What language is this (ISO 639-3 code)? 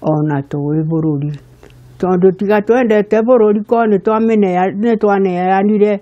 kik